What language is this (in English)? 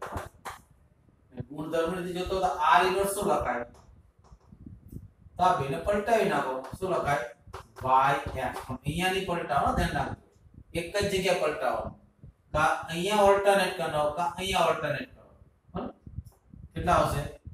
Gujarati